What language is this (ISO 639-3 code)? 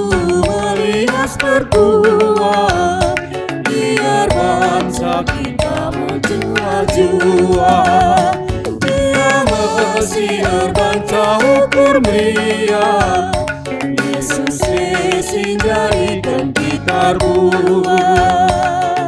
btx